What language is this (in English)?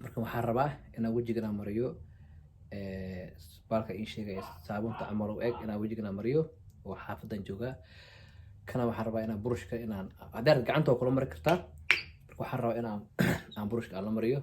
Somali